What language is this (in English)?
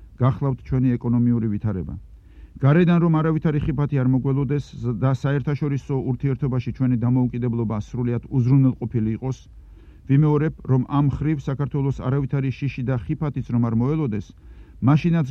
Georgian